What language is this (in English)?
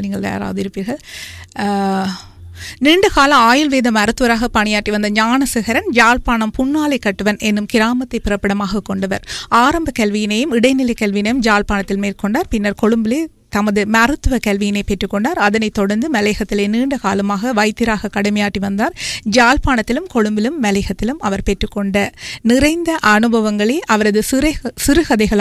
Tamil